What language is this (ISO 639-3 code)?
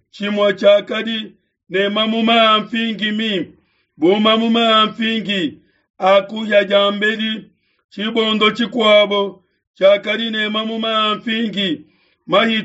lua